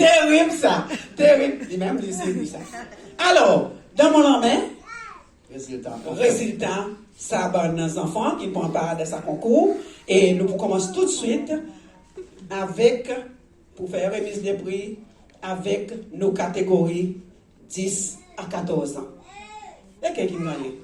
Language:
Seselwa Creole French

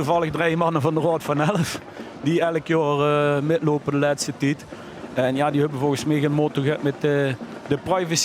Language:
Limburgish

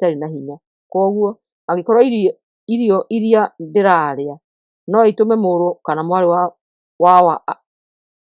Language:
Kikuyu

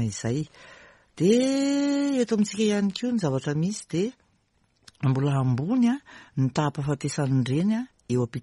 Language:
Malagasy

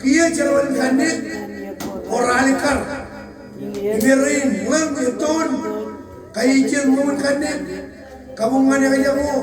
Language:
Marshallese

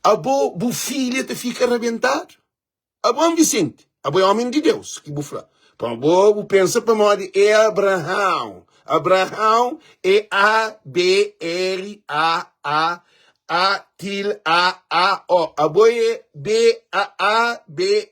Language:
Kabuverdianu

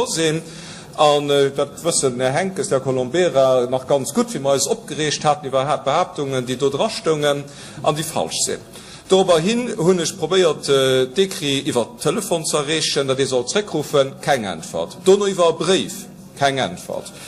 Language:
Luxembourgish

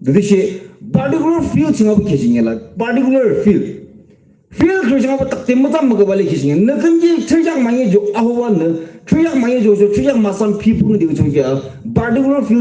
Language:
Yimchungru Naga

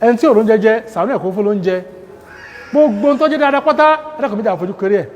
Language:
Yoruba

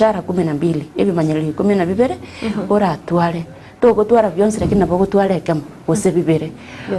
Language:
Gusii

